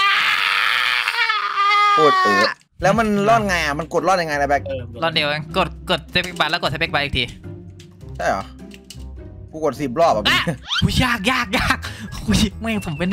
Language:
Thai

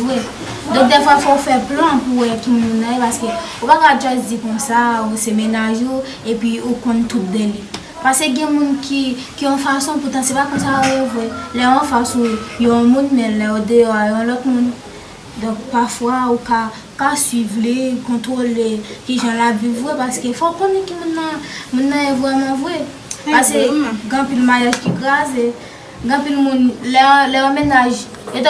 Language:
Haitian Creole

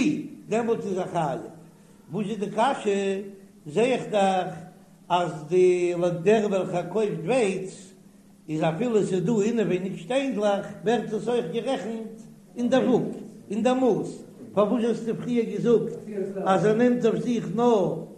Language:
Yiddish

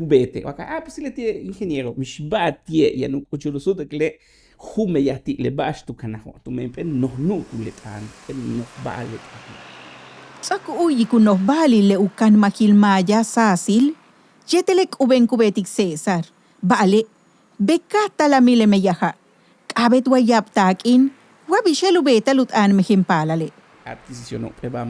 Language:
Yucateco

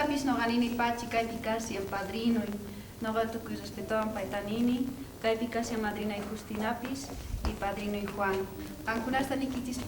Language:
South Bolivian Quechua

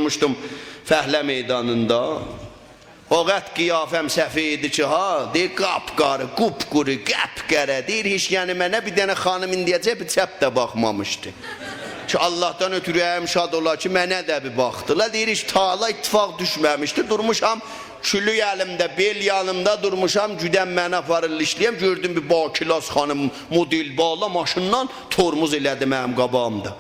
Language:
South Azerbaijani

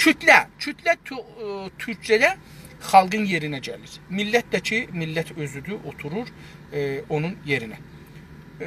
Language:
South Azerbaijani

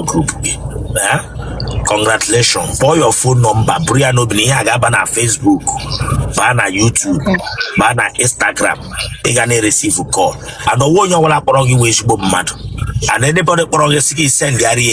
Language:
Igbo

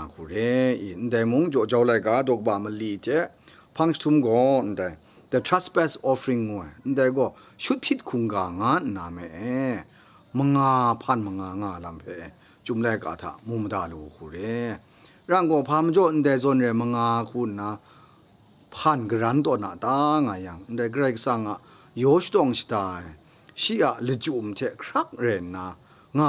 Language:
Kachin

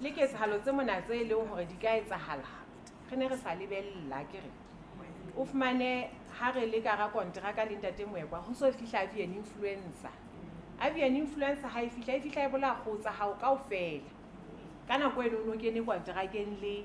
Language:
Southern Sotho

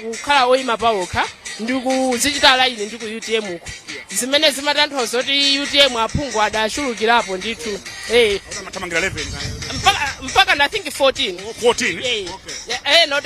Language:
Nyanja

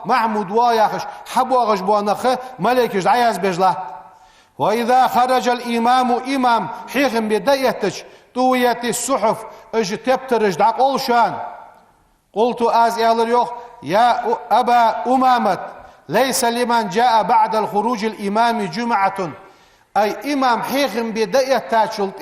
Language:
Ingush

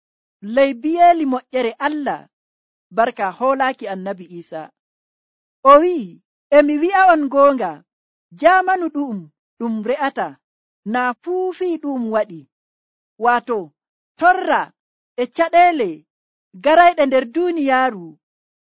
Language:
Nigerian Fulfulde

